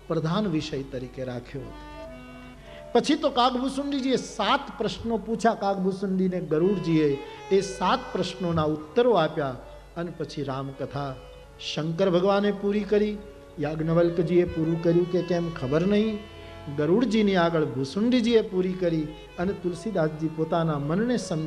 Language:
Gujarati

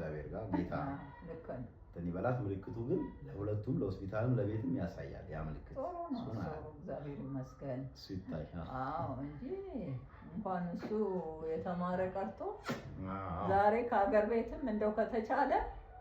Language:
Amharic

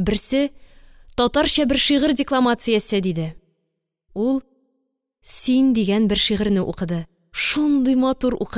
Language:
Tatar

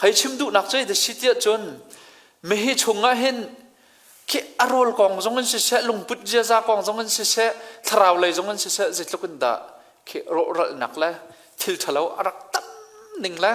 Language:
Hakha Chin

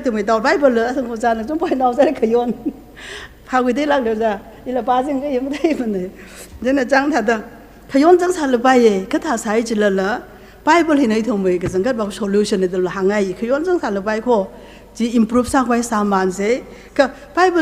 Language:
Tangkhul Naga (India)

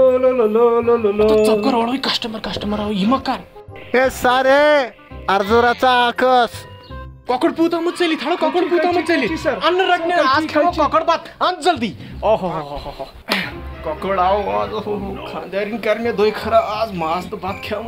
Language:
Kashmiri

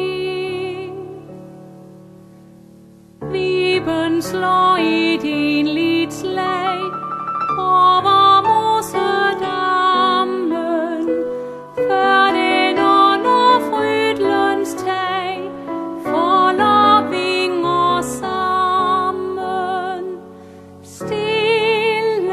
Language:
Danish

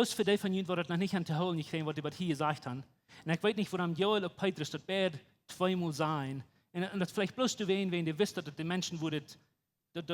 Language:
Plautdietsch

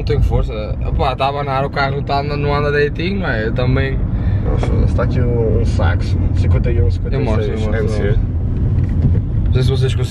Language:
Portuguese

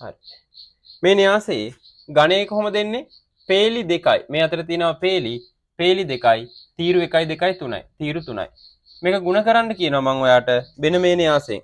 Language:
Sinhala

